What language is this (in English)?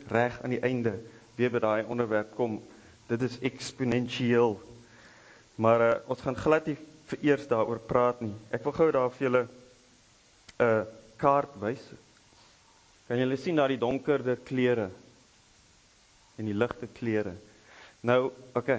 Afrikaans